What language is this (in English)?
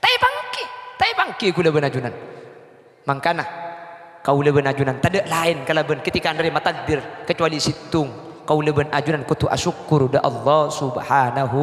Madurese